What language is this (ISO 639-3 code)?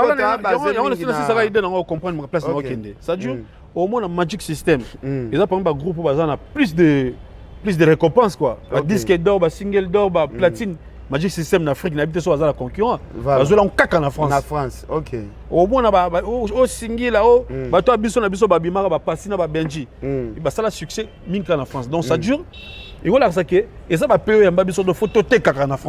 lin